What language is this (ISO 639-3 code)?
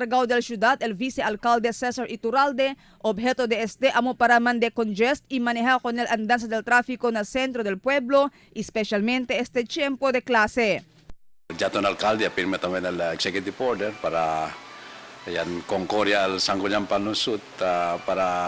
cbk